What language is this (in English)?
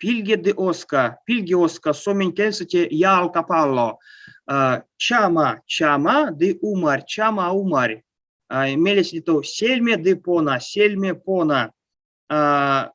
Erzya